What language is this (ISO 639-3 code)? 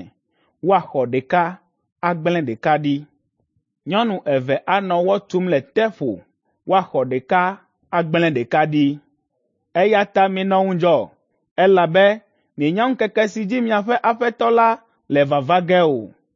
ewe